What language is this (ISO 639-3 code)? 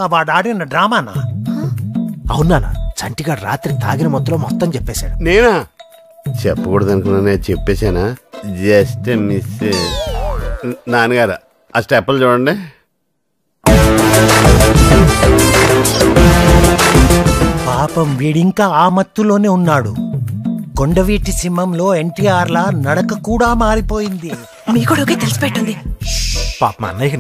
tel